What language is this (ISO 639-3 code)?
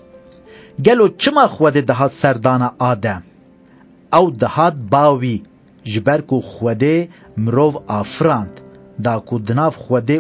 kur